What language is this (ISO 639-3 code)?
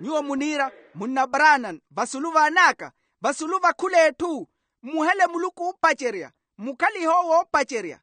vmw